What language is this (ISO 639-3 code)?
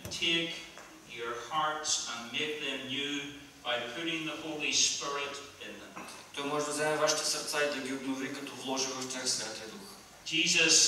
bul